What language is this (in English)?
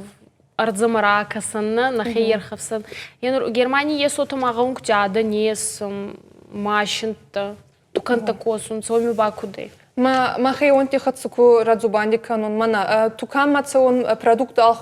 Ossetic